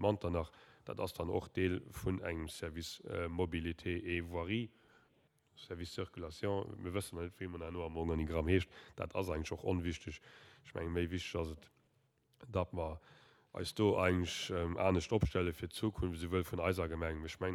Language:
Luxembourgish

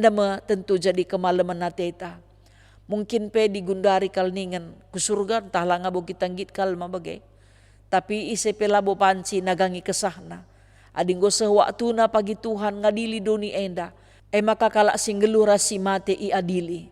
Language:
Batak Karo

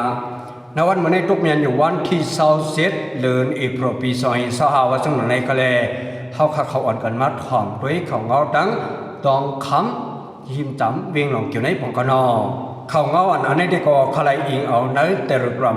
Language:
Shan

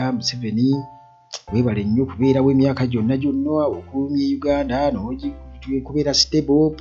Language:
Ganda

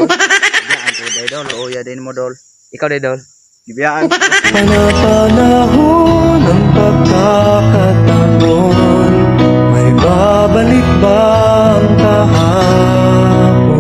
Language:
Cebuano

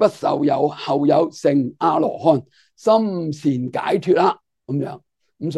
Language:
Cantonese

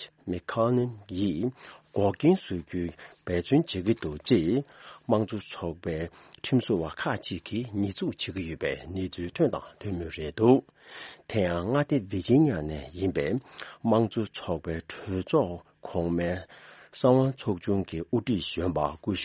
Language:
Tibetan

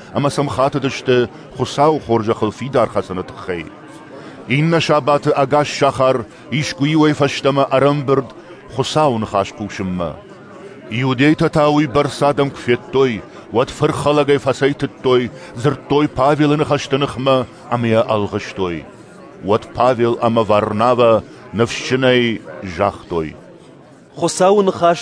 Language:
Ossetic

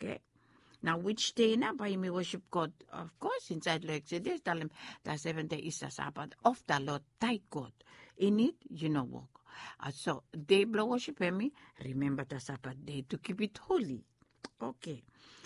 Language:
Bislama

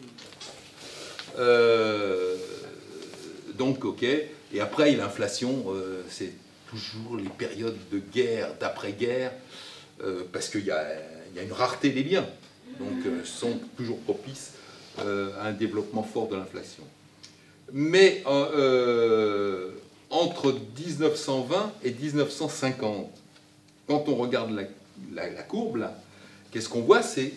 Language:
French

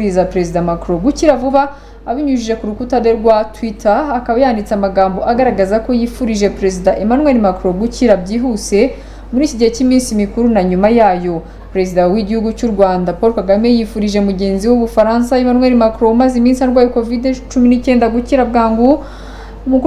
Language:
Kinyarwanda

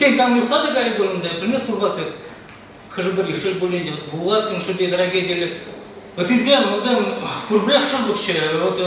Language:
Chuvash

